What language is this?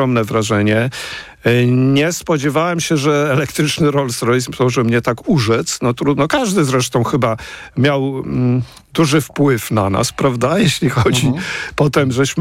Polish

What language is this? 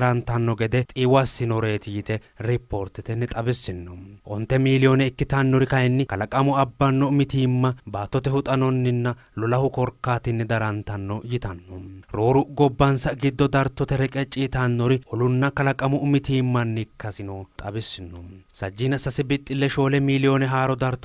Sidamo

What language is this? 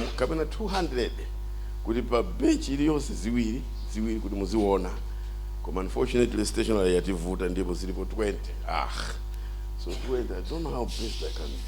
Nyanja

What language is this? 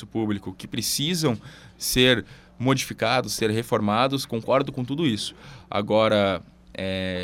Portuguese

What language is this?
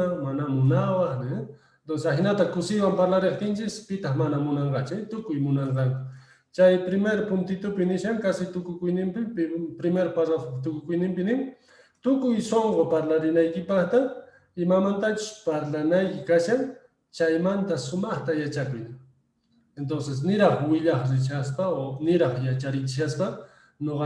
Quechua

